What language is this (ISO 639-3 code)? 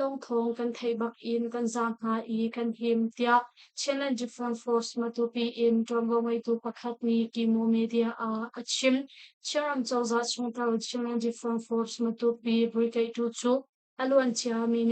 cnh